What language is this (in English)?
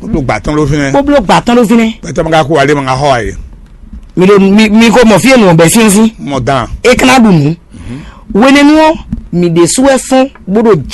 Fon